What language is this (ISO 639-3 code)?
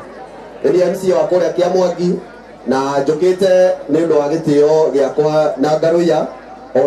kik